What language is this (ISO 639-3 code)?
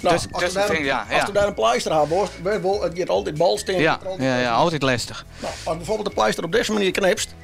fry